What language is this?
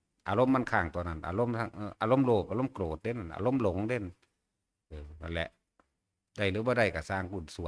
Northeastern Thai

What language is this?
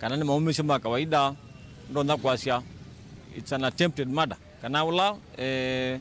Kamba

